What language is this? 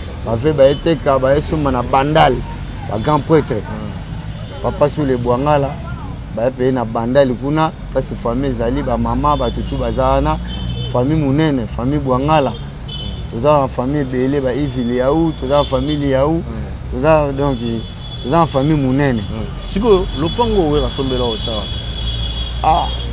Lingala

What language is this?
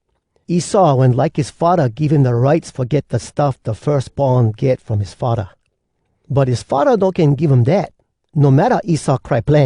Hawai'i Creole English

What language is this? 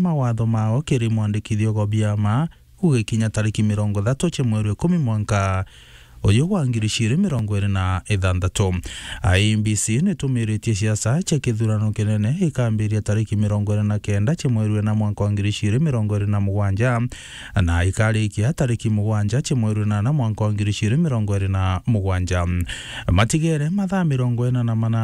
Meru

